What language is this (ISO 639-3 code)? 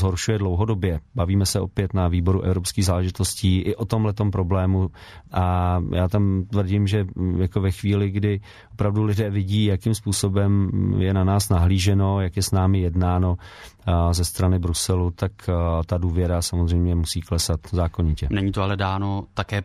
ces